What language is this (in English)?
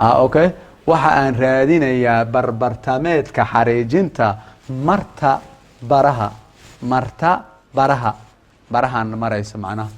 Somali